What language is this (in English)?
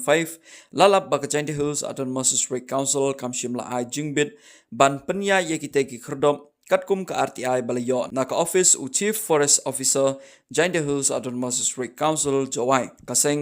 Khasi